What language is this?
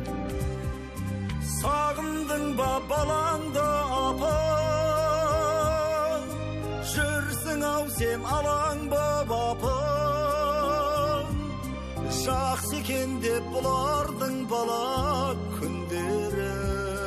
Kazakh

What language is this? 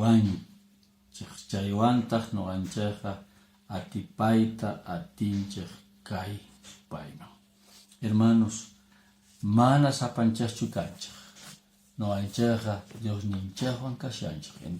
Quechua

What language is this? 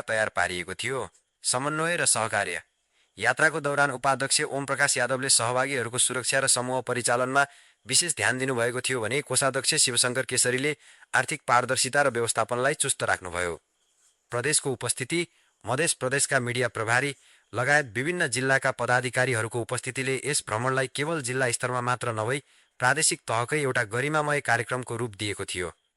Nepali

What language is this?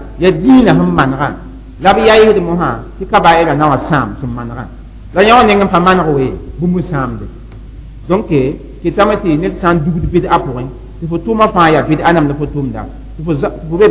Mossi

